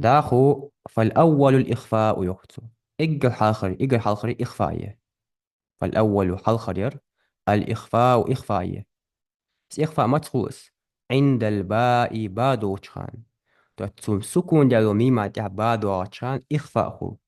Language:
Ingush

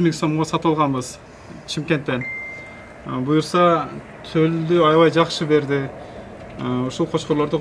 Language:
Kyrgyz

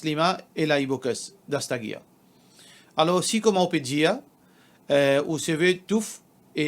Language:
Morisyen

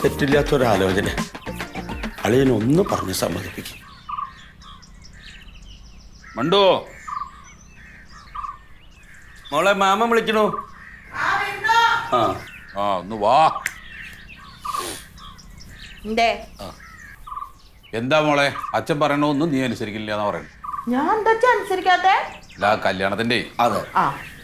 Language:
Malayalam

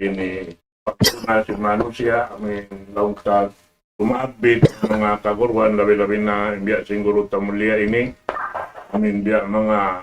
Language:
Tausug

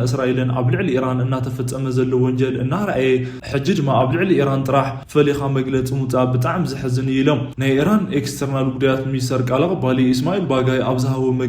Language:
Tigrinya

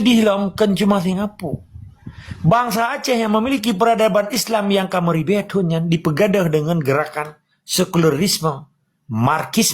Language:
Achinese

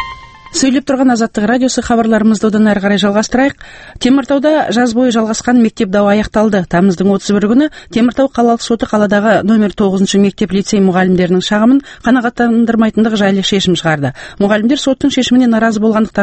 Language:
Kazakh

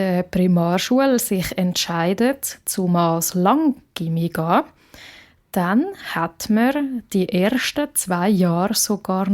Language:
Swiss German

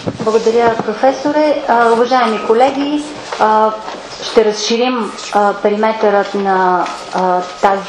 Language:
Bulgarian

